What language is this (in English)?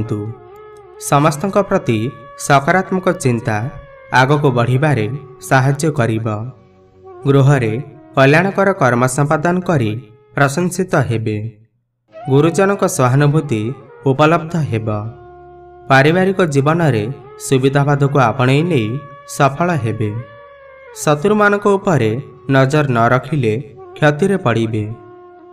Odia